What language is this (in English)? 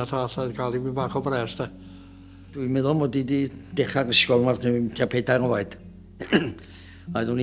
Welsh